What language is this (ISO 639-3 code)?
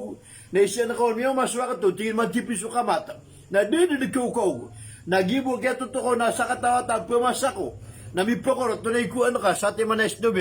mrw